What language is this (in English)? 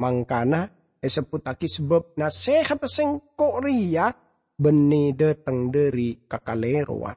Madurese